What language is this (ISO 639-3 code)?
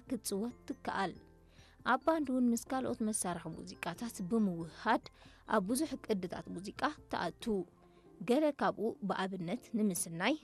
tir